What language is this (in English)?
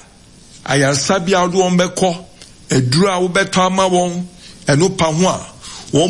Akan